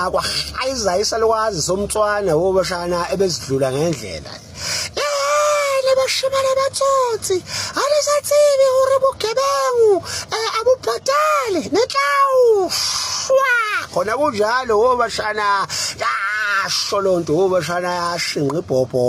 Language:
Zulu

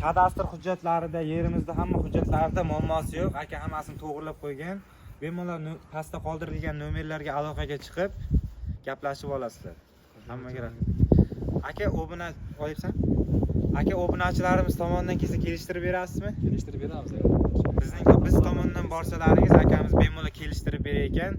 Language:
Uzbek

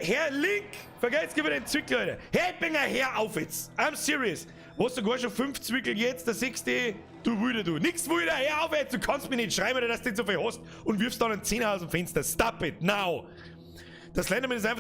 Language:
Bavarian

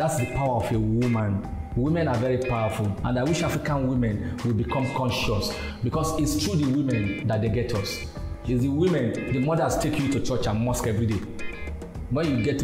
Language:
English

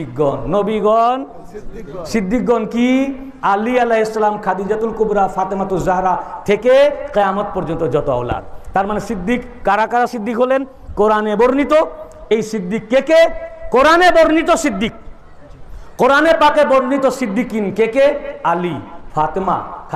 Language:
Bangla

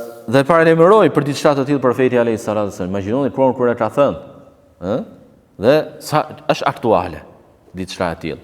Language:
Albanian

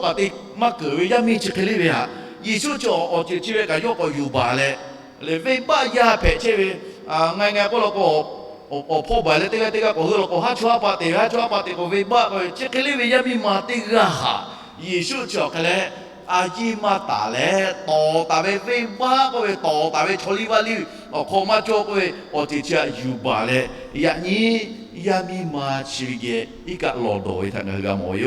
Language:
Lahu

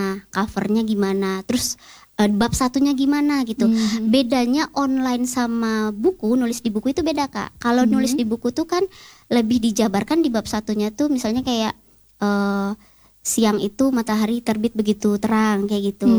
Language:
Indonesian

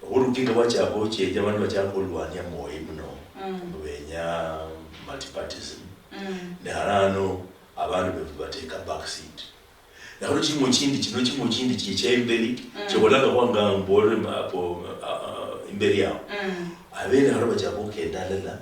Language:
Luyia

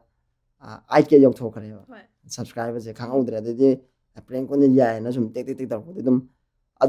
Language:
Manipuri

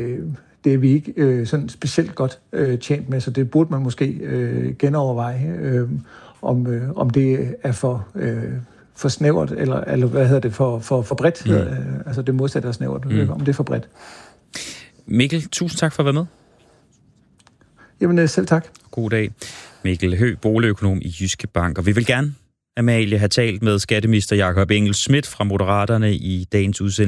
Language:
Danish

